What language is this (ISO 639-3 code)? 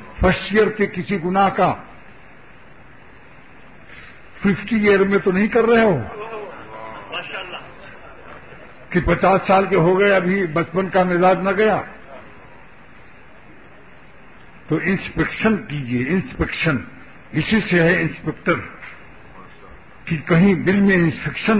urd